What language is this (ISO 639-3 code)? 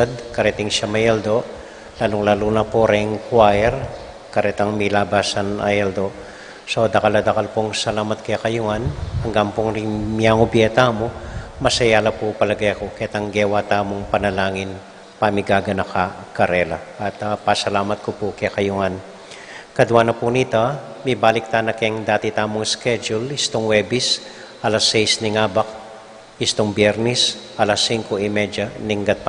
pam